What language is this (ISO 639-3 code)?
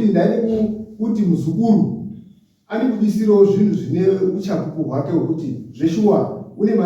sna